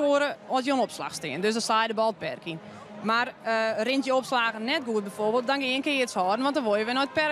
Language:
Western Frisian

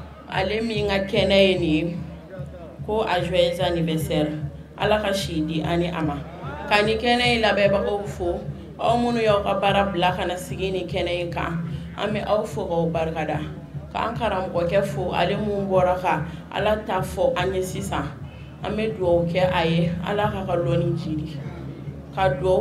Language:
Bambara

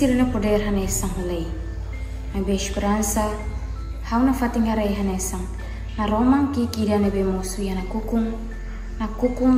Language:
Tetum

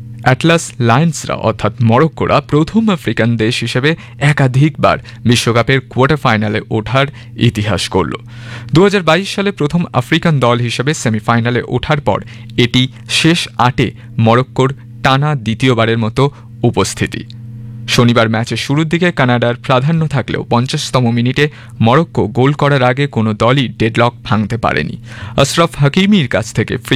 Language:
Bangla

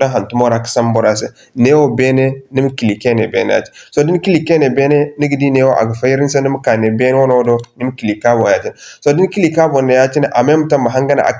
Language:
Zarma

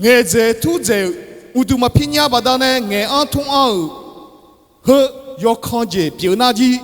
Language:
Akha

